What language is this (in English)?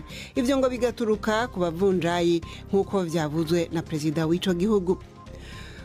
Rundi